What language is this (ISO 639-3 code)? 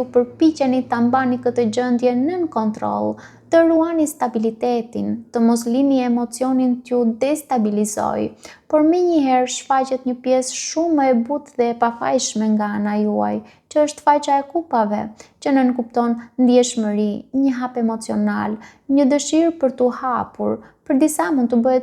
sqi